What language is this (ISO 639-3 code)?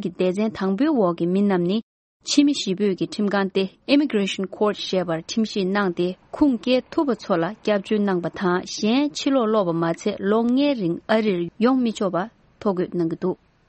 bod